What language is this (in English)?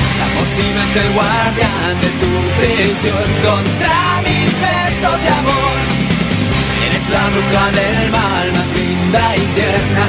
Spanish